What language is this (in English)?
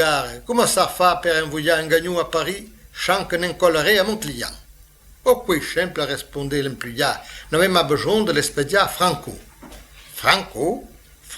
Occitan